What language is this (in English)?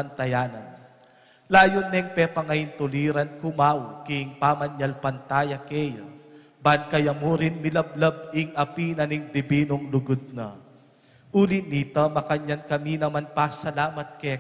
Pampanga